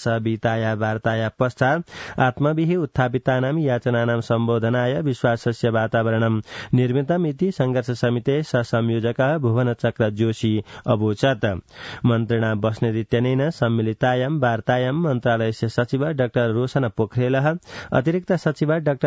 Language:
Sanskrit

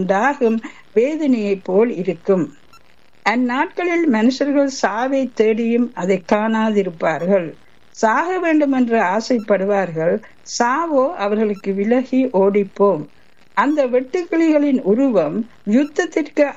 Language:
Tamil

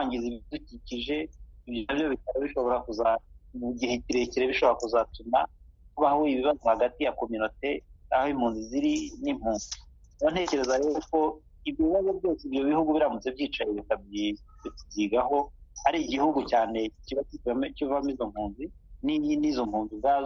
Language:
Kinyarwanda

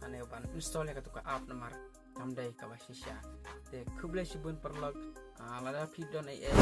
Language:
Khasi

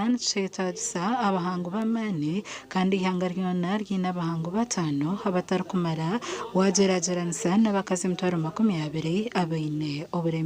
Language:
Nyankole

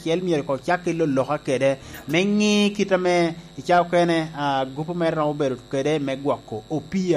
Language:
Lango (Uganda)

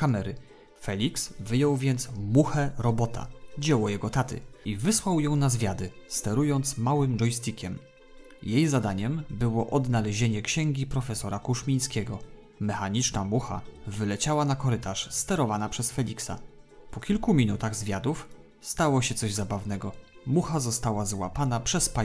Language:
Polish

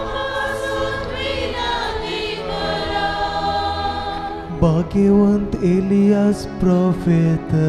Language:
Konkani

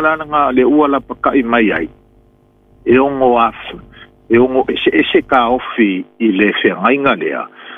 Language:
Samoan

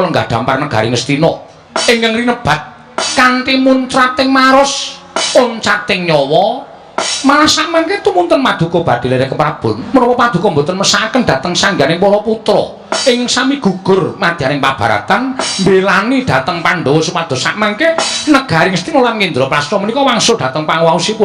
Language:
Javanese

